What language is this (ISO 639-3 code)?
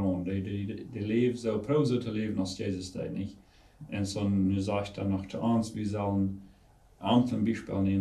pdt